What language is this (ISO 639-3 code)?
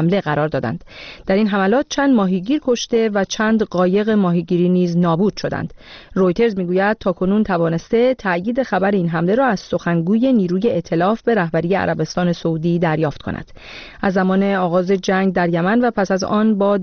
fas